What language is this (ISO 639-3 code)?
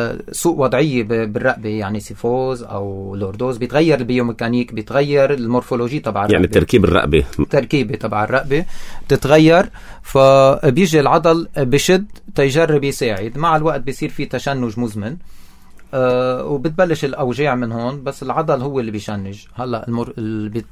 apc